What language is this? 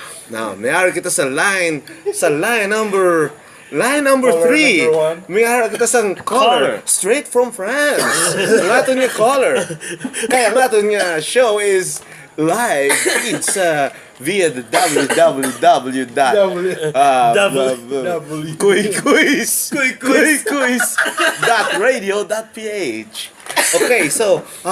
Hiligaynon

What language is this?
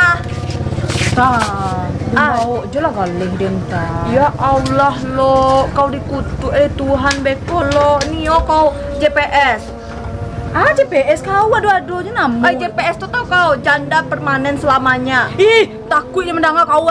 Minangkabau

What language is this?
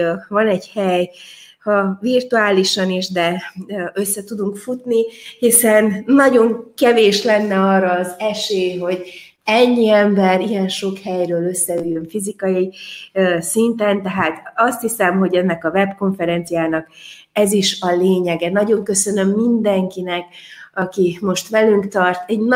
Hungarian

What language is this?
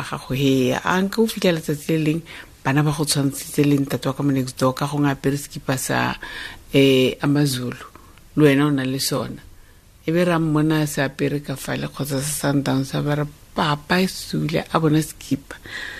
Tswana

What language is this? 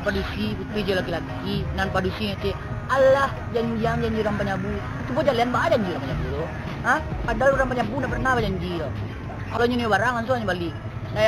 Minangkabau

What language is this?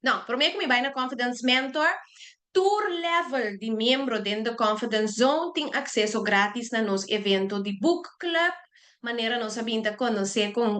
Papiamento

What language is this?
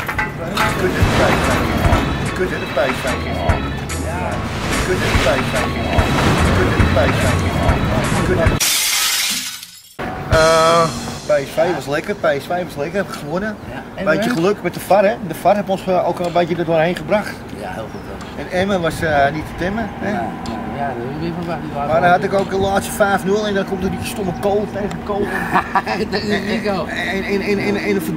Dutch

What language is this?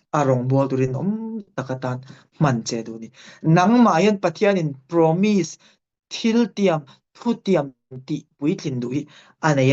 Mizo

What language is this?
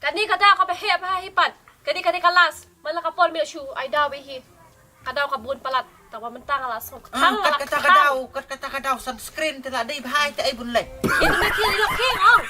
Khasi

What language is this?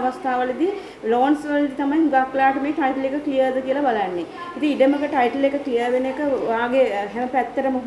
Sinhala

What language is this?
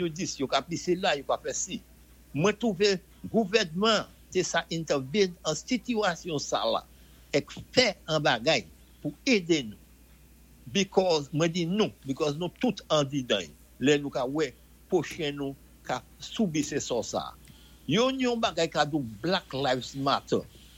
Saint Lucian Creole French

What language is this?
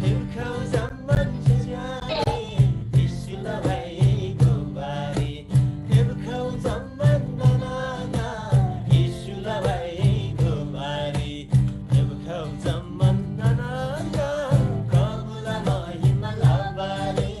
Eastern Tamang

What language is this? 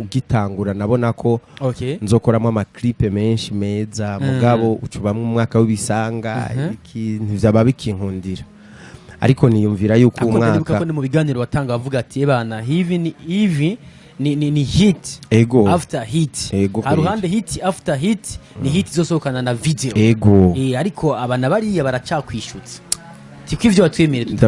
Rundi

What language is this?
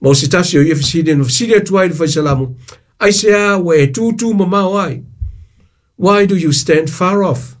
Samoan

